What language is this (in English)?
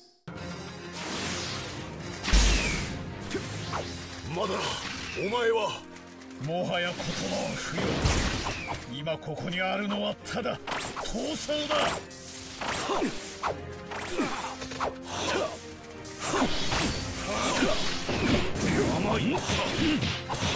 Japanese